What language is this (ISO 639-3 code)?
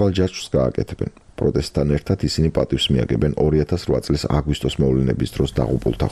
kat